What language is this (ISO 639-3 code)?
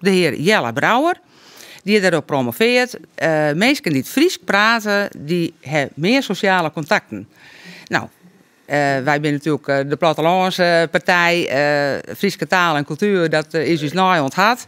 fry